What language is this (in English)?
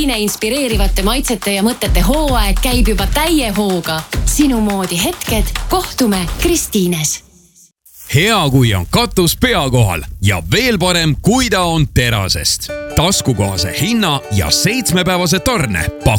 Estonian